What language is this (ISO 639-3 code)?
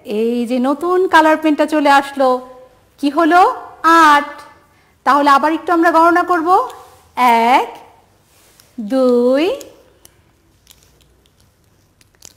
ben